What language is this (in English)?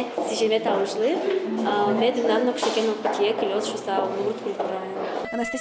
Udmurt